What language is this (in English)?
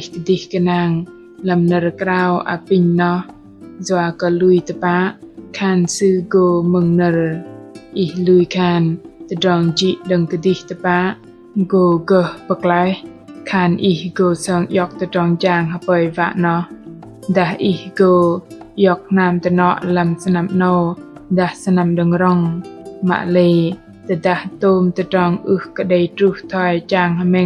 Bahnar